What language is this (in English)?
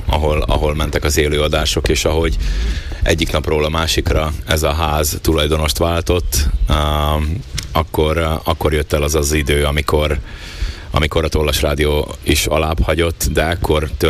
Hungarian